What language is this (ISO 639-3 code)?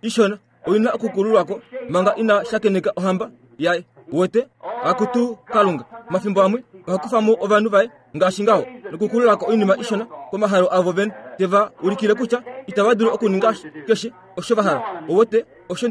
kua